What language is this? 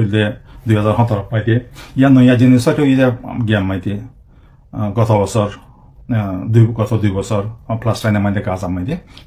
Rohingya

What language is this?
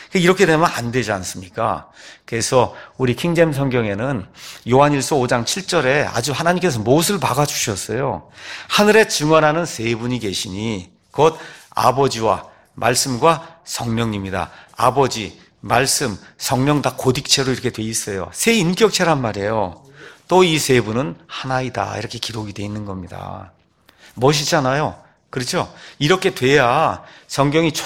Korean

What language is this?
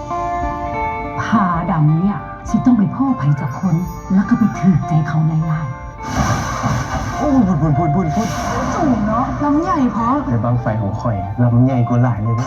Lao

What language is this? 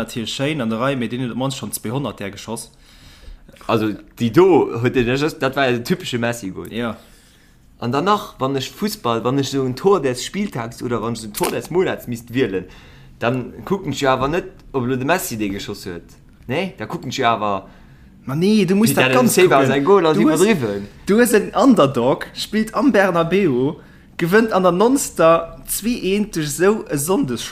Luxembourgish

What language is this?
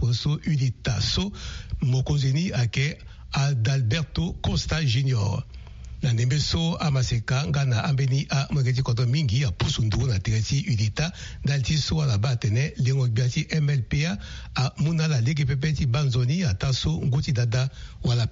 Sango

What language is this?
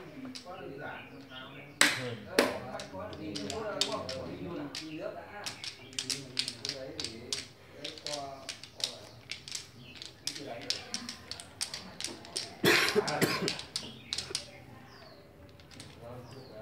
Vietnamese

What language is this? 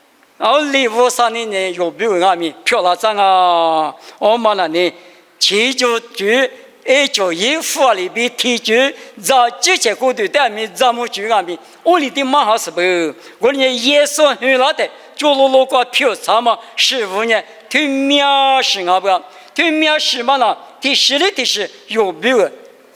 Lisu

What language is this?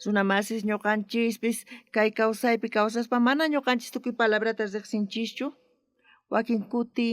South Bolivian Quechua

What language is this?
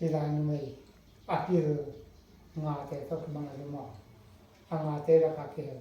Tedim Chin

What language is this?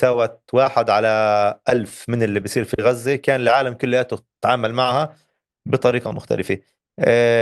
North Levantine Arabic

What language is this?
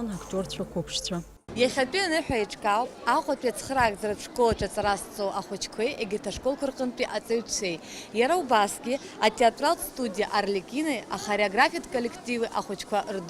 Abkhazian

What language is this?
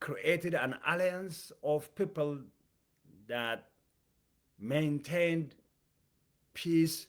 English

